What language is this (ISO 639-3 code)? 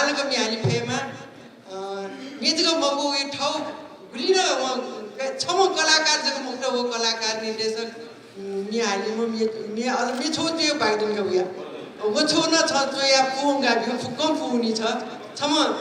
new